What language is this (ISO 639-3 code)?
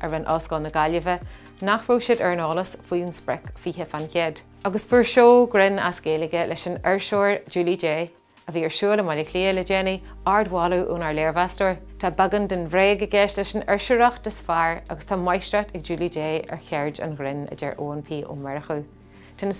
gle